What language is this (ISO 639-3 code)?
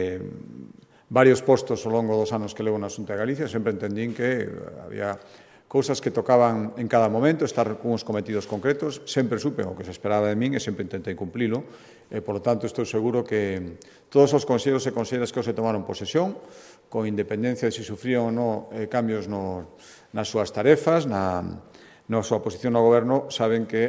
glg